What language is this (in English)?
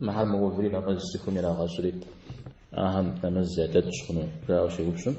Kabardian